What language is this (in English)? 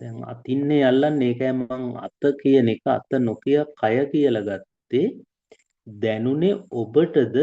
Sinhala